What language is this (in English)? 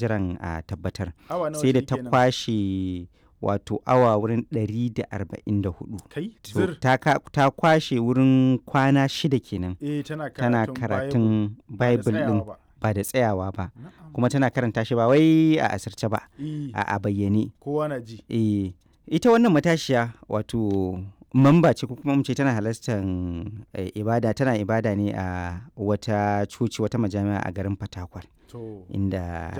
Hausa